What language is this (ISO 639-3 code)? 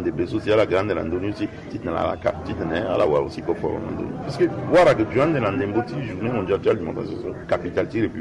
sag